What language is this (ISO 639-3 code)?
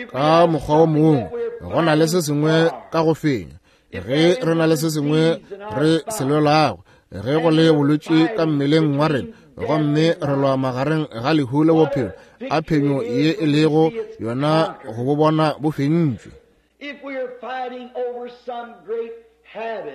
nso